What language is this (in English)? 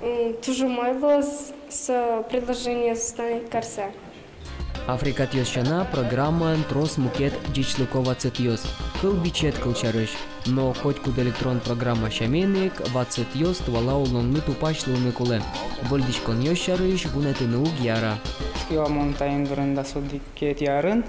Udmurt